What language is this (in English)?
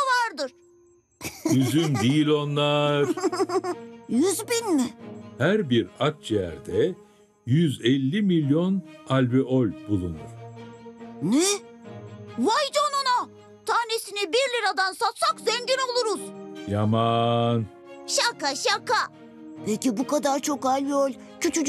Turkish